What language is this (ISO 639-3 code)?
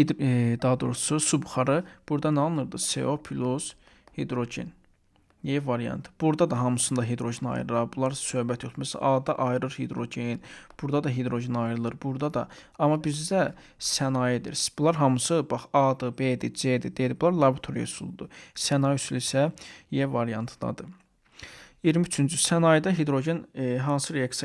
aze